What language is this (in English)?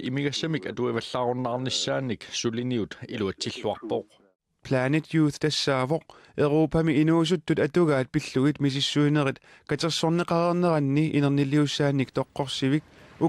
Kalaallisut